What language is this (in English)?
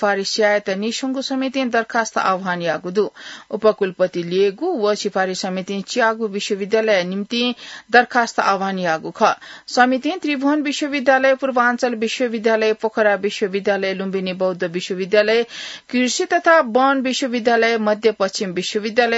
Newari